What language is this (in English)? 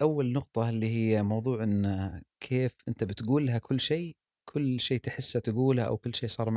Gulf Arabic